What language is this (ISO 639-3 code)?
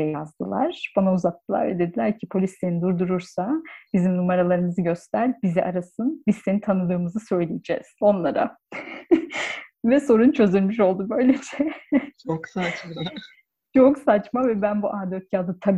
tur